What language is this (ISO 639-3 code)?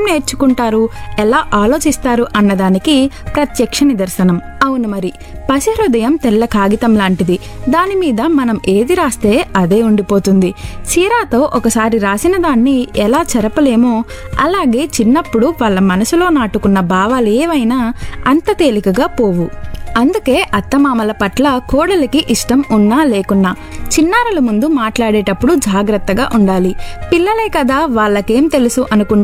tel